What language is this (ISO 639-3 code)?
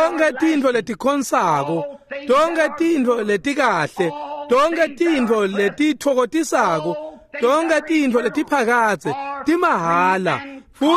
ssw